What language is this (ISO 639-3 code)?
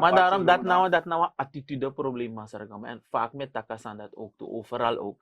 srn